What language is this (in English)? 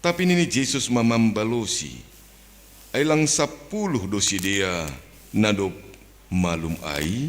Batak Simalungun